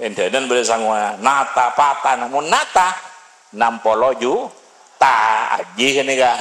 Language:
Madurese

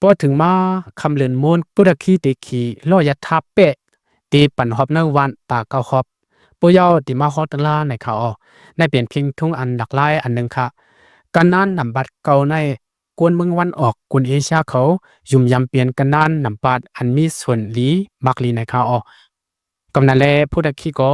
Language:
Lao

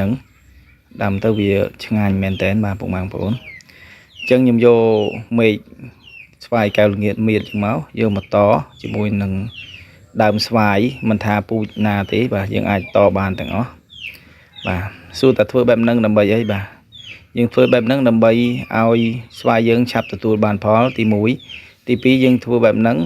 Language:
Khmer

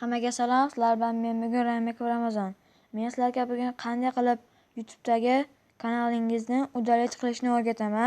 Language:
Uzbek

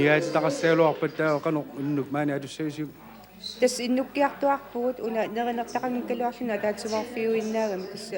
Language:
Kalaallisut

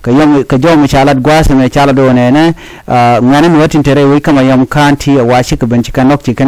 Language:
Nuer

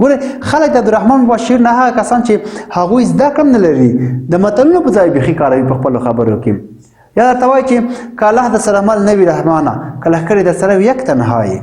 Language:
Pashto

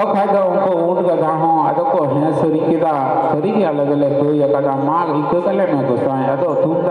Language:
Santali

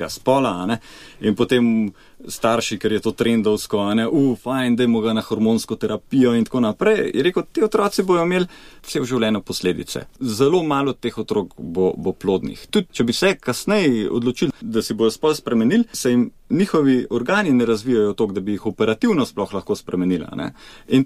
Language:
Slovenian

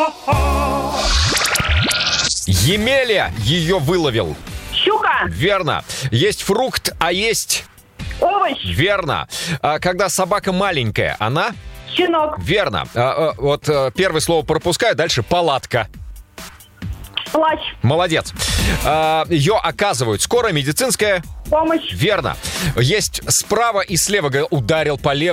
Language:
Russian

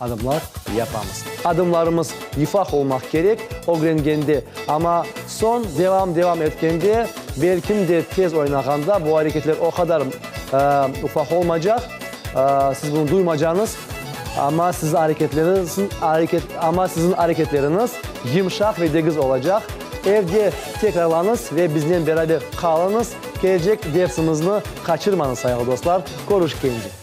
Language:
Crimean Tatar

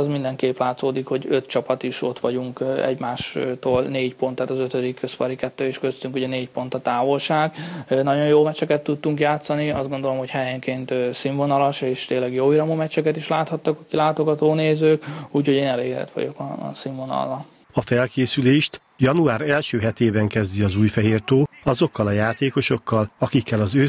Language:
Hungarian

